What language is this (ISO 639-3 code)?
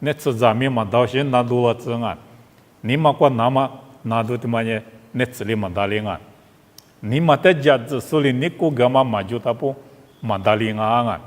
lis